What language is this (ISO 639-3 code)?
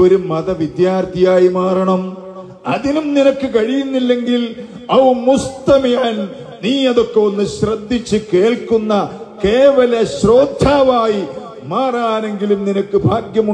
mal